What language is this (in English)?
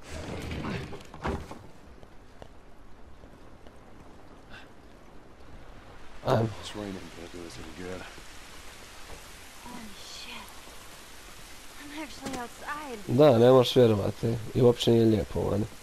Croatian